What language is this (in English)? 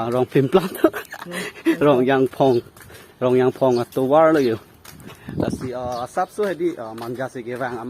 Karbi